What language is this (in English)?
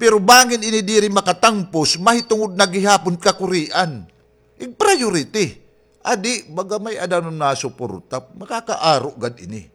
Waray